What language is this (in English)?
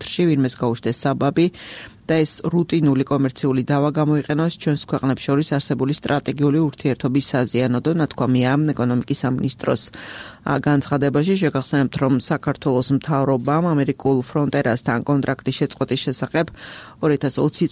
Georgian